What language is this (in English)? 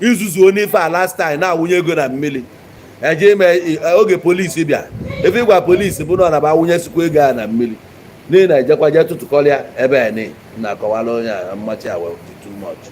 Igbo